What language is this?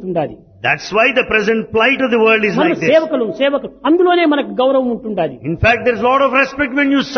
Telugu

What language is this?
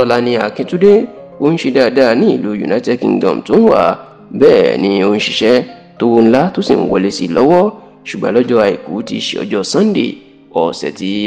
Yoruba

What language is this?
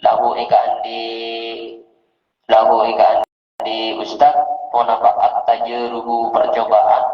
Madurese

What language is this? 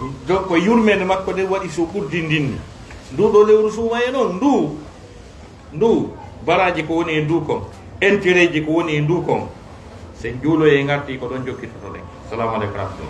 Fula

